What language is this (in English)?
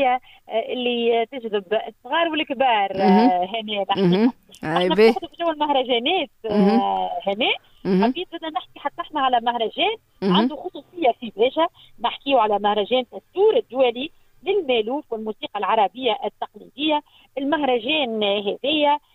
Tunisian Arabic